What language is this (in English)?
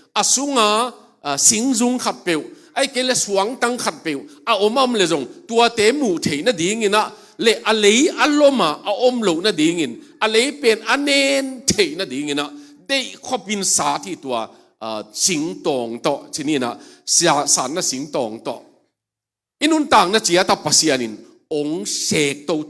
Tedim Chin